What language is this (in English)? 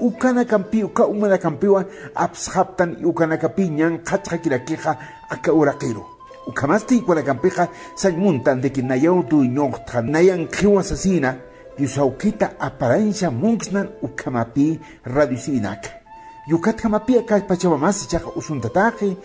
Aymara